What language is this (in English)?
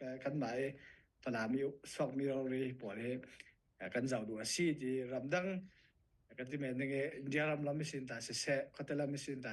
Falam Chin